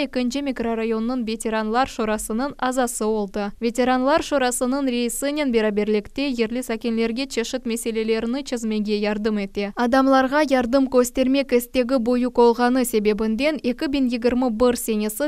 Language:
Crimean Tatar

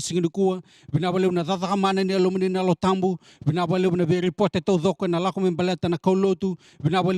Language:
Fijian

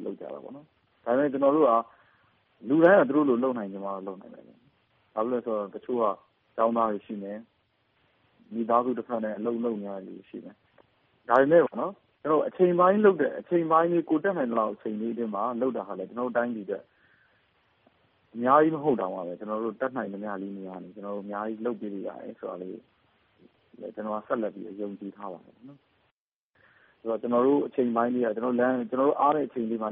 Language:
Burmese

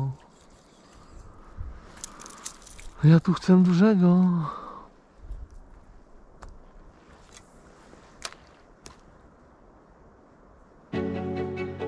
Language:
Polish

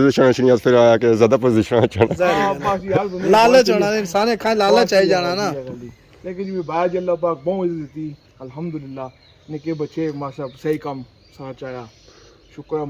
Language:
Pahari-Potwari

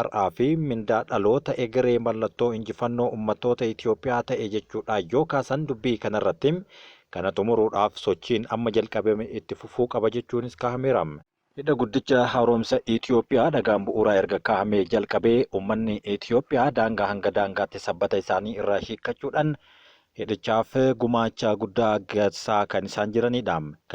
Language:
Oromo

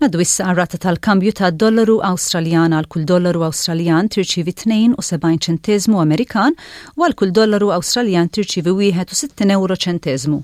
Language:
Maltese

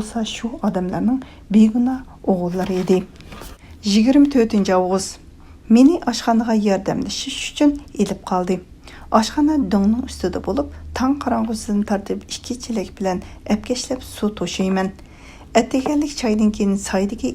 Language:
Uyghur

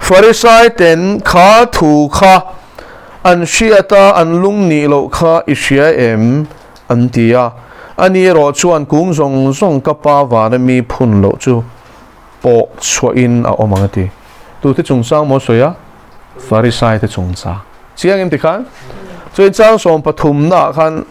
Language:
Mizo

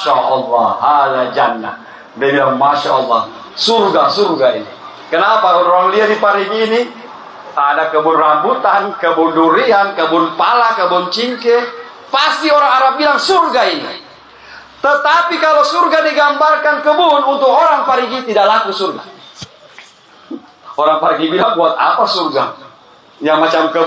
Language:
Indonesian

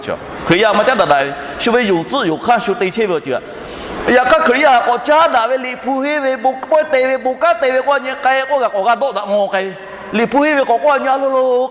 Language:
Lahu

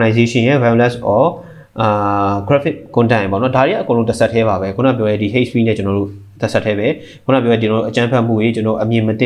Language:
Burmese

